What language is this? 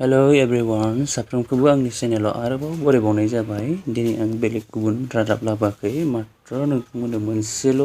Bodo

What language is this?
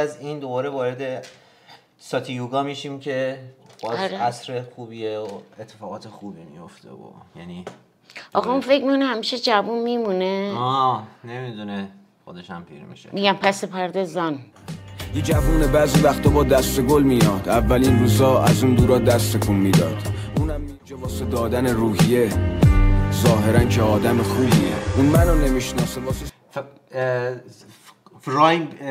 Persian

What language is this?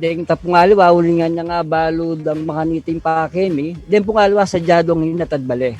Pampanga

